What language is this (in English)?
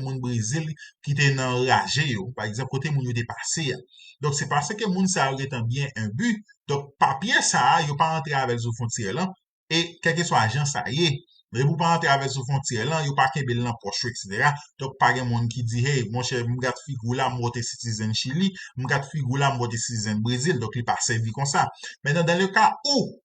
Haitian Creole